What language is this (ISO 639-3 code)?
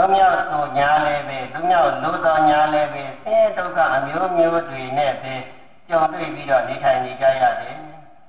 mya